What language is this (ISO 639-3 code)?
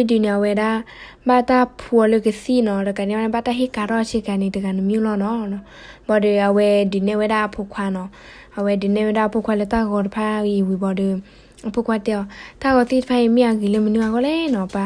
ksw